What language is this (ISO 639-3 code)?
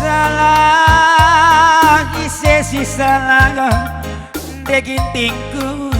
btx